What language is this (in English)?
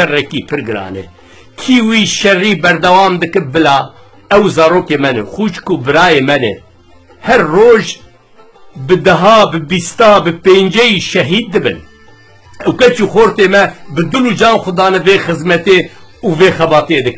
Kurdish